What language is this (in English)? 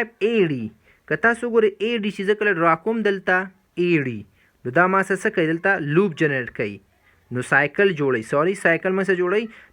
Pashto